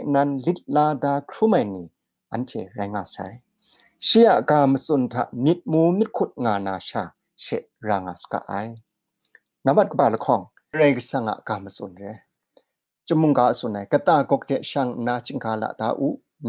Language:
Kachin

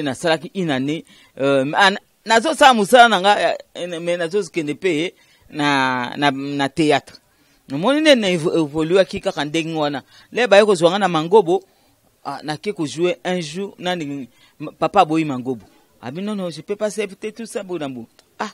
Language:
Lingala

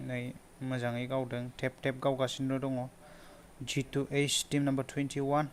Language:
Bodo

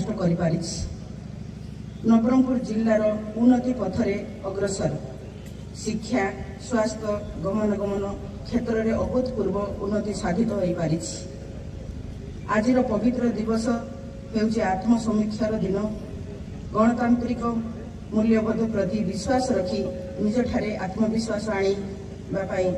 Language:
Odia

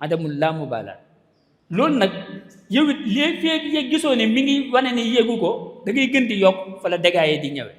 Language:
Wolof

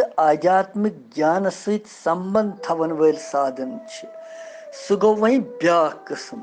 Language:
Kashmiri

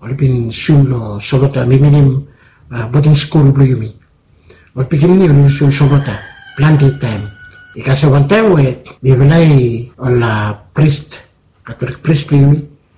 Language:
Bislama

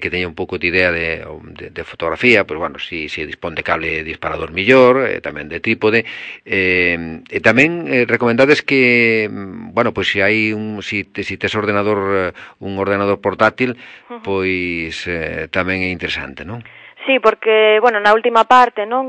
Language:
Galician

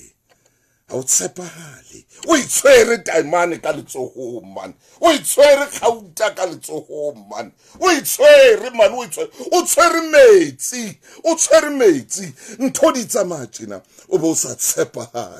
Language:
Southern Sotho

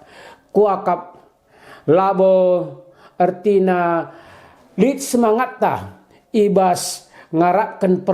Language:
Batak Karo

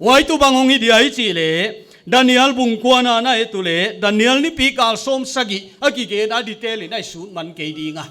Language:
Paite Chin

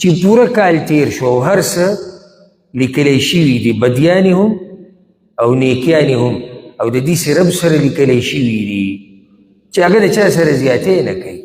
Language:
Pashto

